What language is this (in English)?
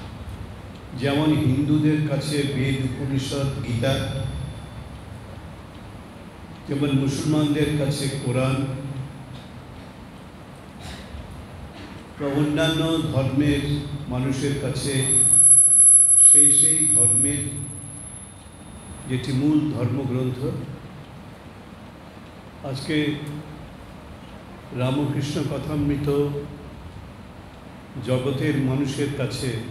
Bangla